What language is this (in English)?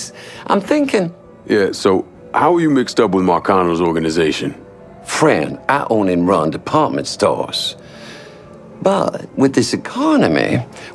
English